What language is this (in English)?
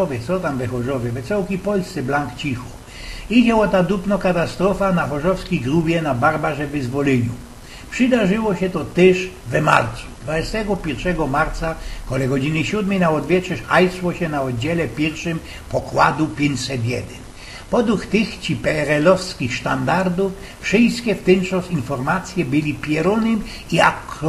Silesian